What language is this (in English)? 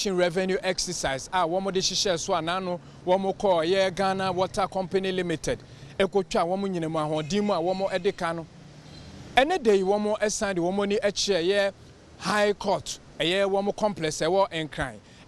Akan